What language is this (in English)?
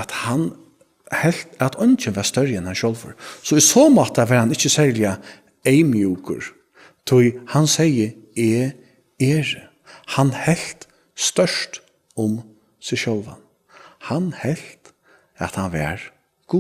Faroese